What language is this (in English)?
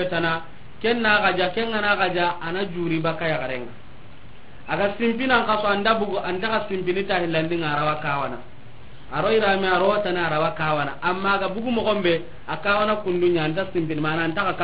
Soninke